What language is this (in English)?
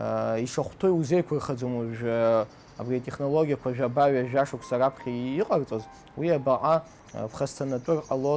Abkhazian